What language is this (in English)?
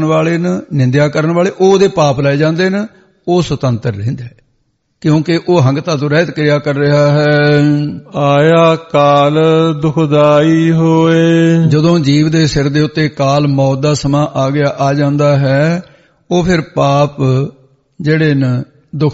Punjabi